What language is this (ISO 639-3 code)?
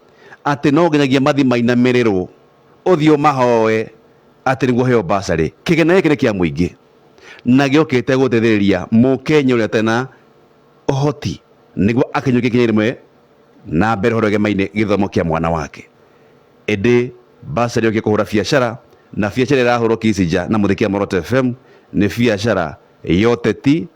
kik